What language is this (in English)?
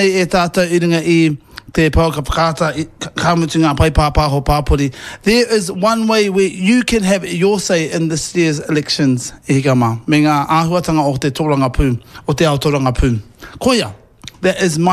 Māori